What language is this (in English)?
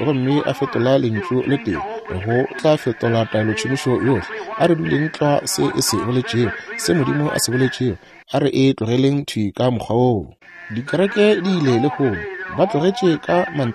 Northern Sotho